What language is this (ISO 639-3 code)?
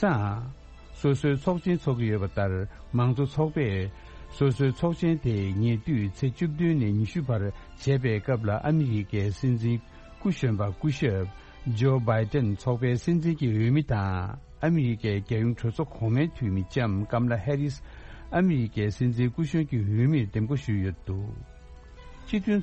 bod